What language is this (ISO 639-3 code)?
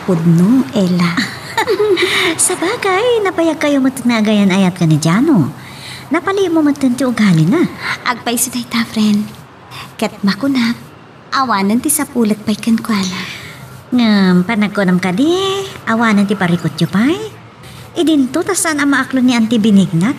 ilo